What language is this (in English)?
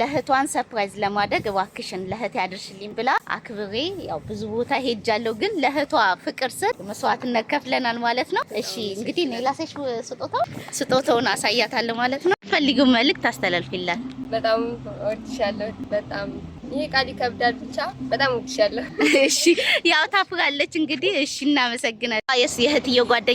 Amharic